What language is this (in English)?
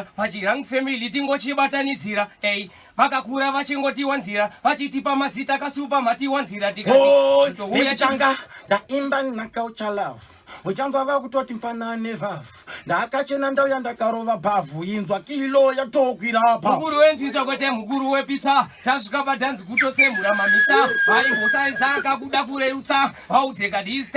Shona